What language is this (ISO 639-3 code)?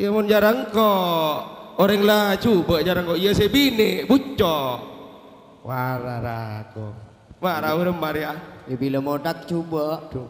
mad